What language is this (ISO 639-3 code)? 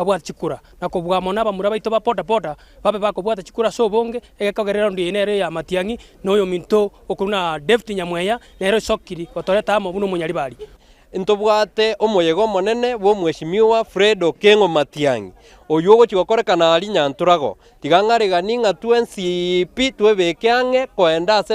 guz